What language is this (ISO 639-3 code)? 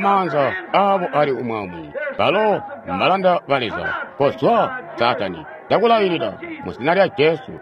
toi